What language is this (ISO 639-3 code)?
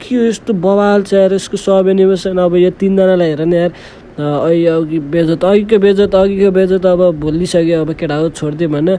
nep